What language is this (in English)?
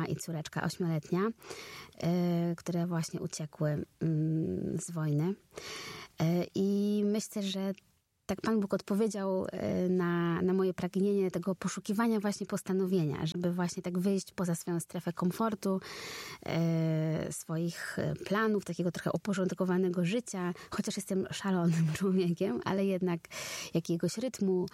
Polish